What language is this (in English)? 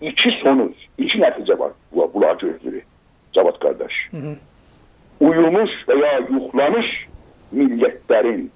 South Azerbaijani